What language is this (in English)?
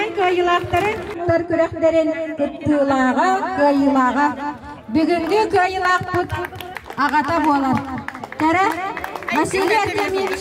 Yakut